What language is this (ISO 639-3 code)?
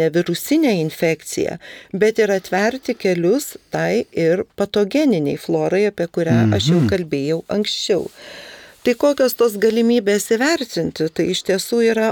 lit